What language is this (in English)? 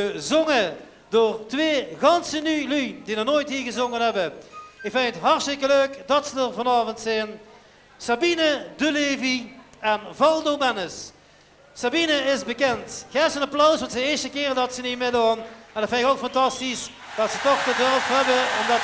Limburgish